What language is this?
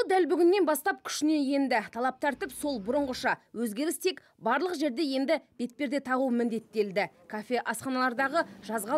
Kazakh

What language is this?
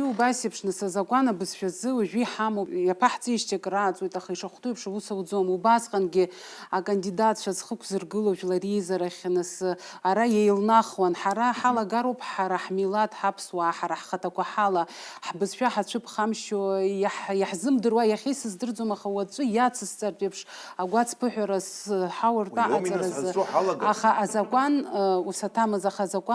Abkhazian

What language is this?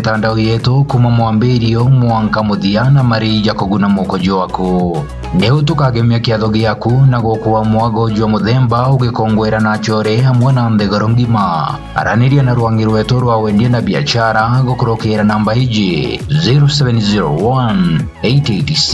Meru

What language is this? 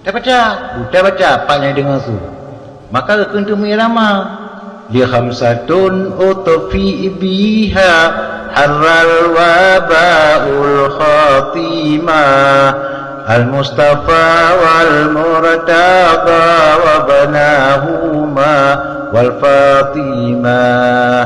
Achinese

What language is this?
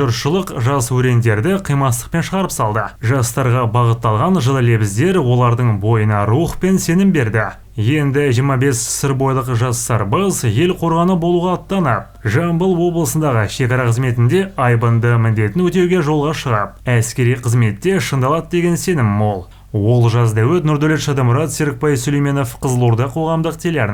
Kazakh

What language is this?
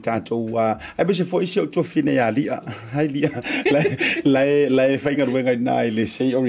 Samoan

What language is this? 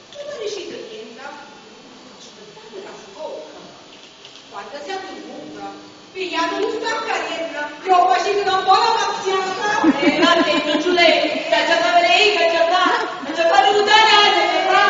Neapolitan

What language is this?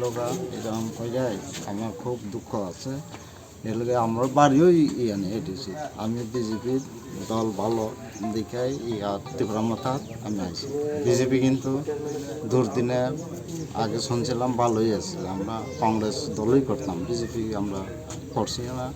Kok Borok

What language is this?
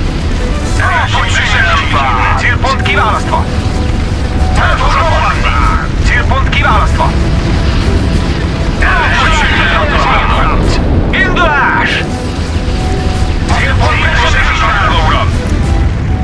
Hungarian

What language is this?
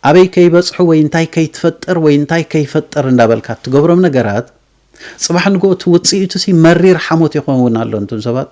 Tigrinya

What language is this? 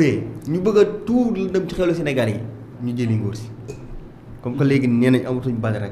Wolof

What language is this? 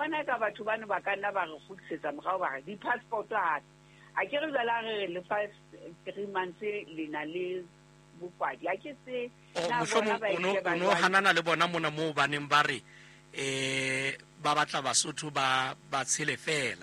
Southern Sotho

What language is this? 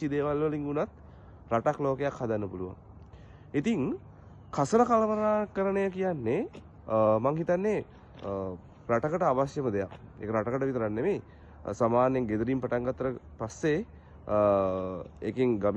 Sinhala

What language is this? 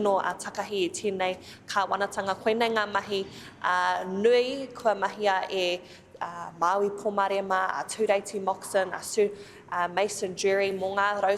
Māori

